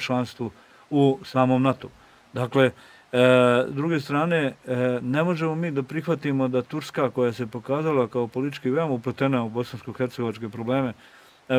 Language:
Serbian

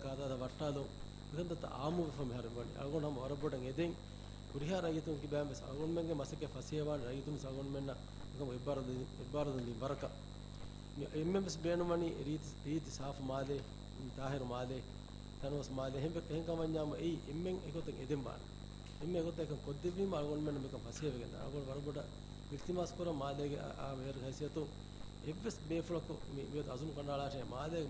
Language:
Divehi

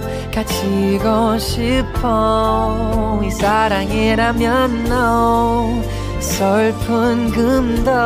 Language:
Korean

